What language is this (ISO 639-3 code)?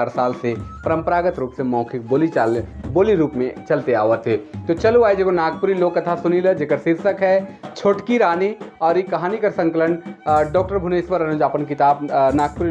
sck